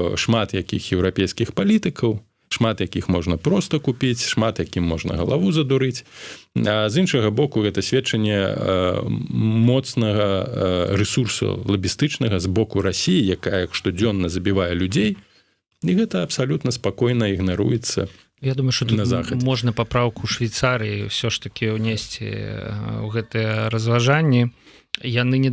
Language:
Belarusian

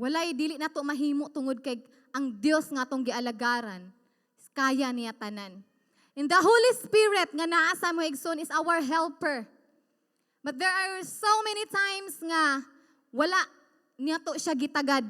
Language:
Cebuano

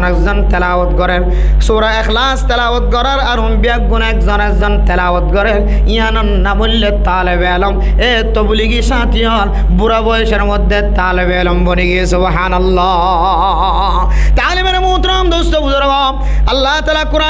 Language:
Rohingya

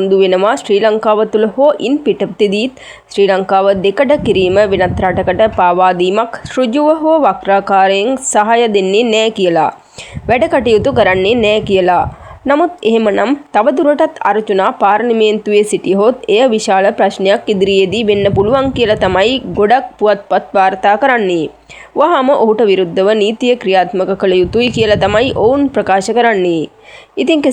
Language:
Sinhala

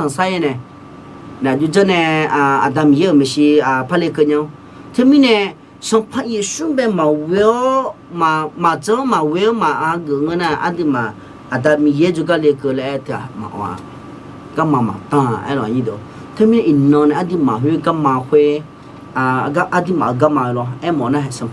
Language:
Akha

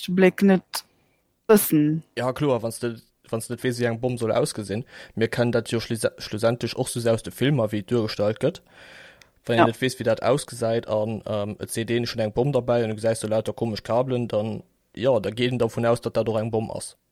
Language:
Luxembourgish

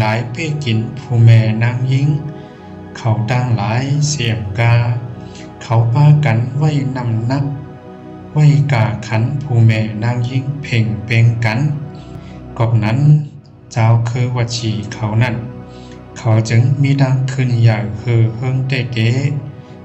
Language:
Shan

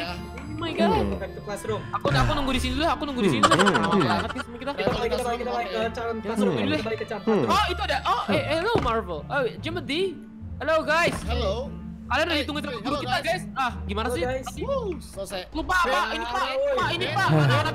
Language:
Indonesian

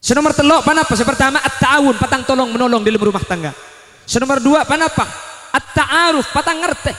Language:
Madurese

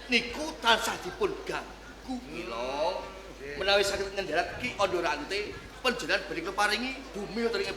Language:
Javanese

